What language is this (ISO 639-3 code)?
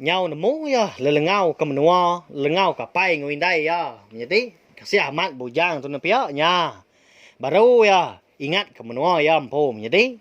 iba